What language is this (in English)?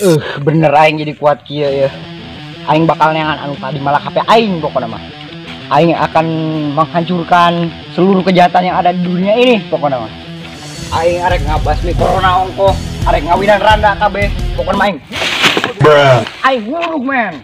Sundanese